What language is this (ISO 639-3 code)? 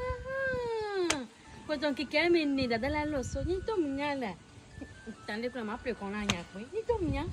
ewe